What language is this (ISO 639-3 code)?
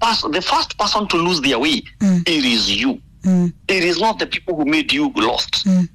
kik